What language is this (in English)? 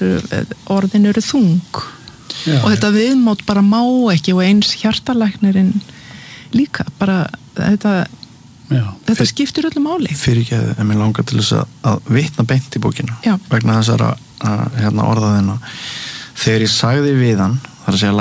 Icelandic